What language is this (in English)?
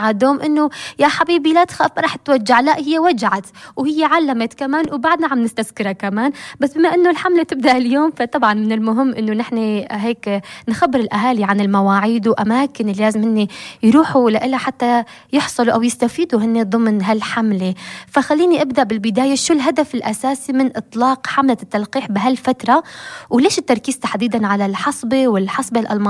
North Levantine Arabic